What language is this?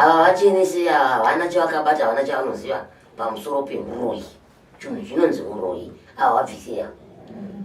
Shona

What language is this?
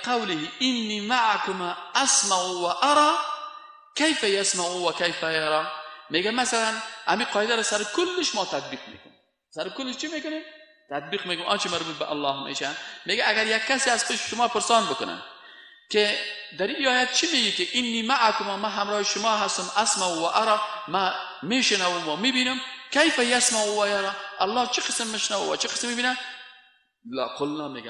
Persian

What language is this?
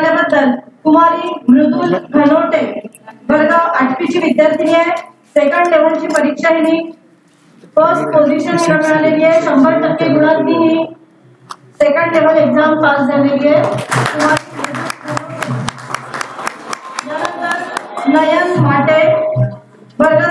Marathi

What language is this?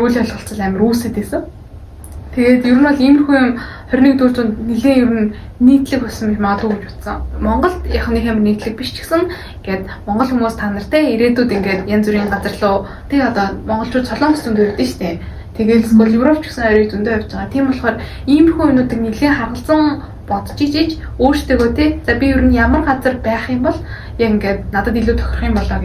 Mongolian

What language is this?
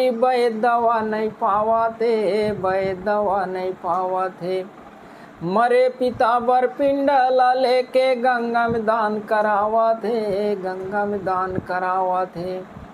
Chhattisgarhi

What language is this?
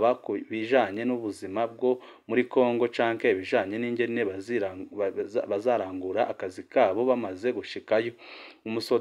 Rundi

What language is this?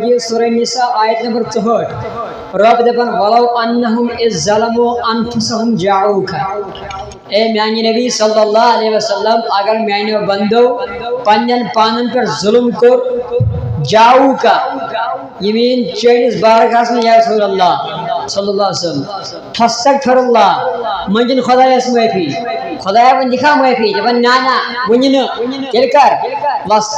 Kashmiri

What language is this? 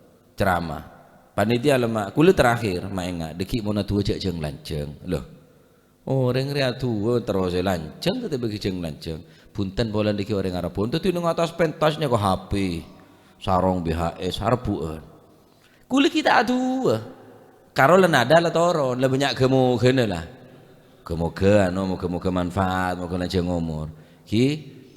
Madurese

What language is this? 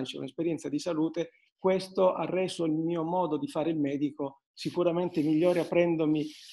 Italian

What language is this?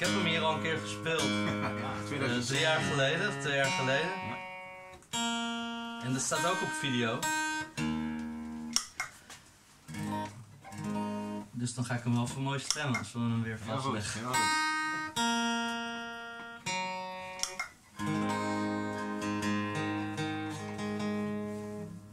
Dutch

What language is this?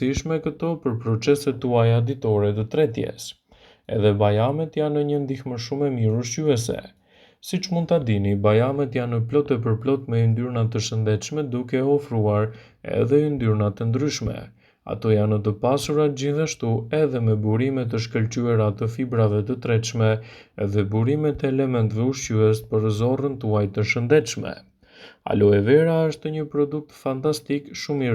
Albanian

